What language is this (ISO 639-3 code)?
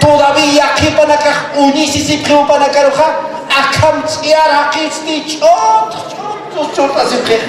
aym